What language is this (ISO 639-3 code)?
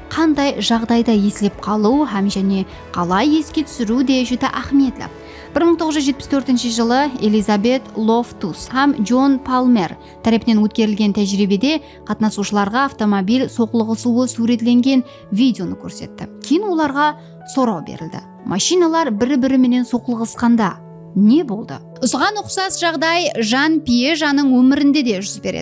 kaa